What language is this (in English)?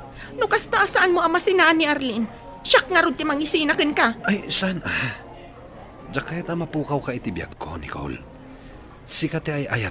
Iloko